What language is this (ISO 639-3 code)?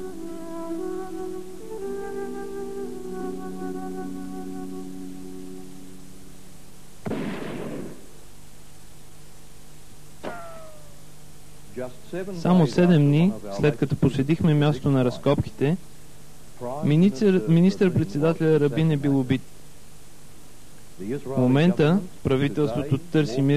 bul